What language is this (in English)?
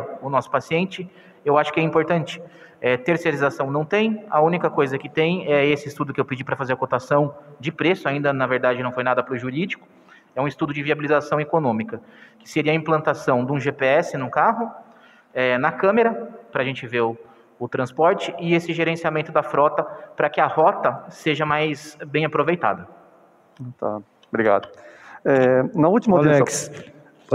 Portuguese